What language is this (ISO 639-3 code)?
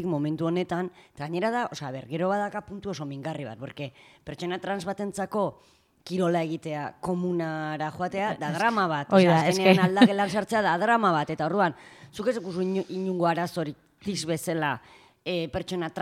eus